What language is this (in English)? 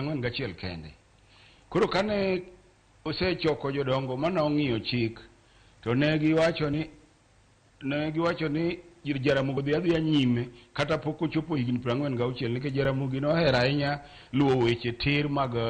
Luo (Kenya and Tanzania)